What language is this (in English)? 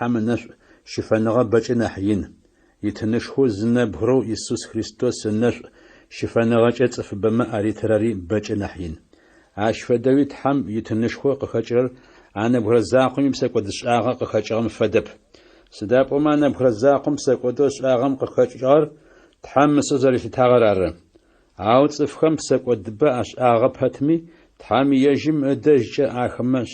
Adyghe